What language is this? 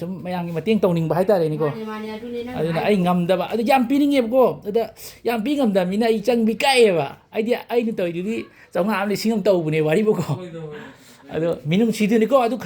Manipuri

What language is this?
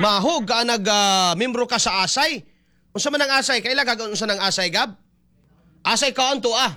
Cebuano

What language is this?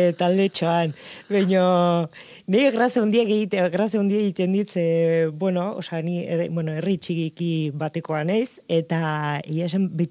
Basque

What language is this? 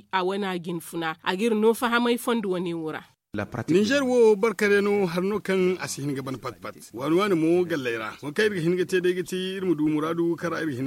Zarma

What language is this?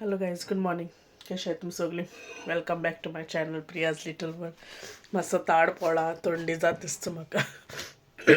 Konkani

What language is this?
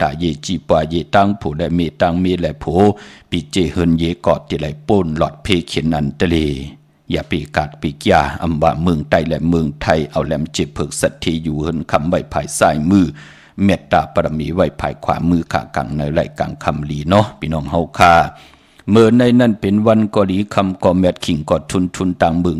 Shan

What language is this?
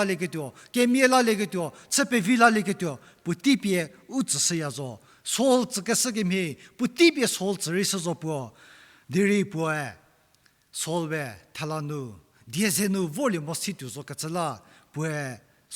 Angami Naga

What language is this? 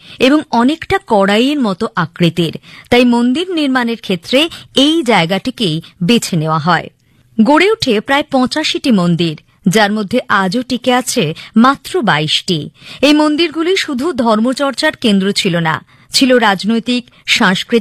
Bangla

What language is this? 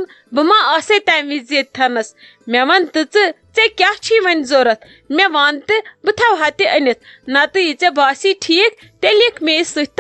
Kashmiri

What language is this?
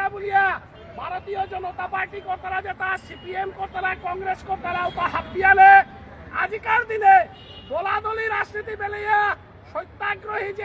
Bishnupriya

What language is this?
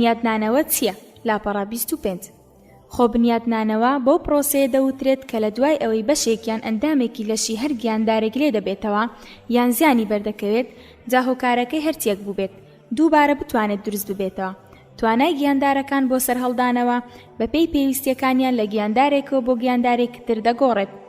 Central Kurdish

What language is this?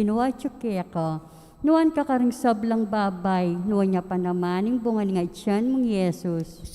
Pampanga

